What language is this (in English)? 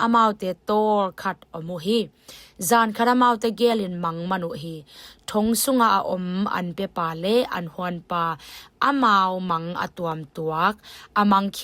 Tedim Chin